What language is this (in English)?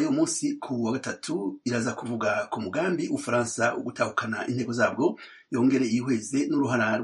Kinyarwanda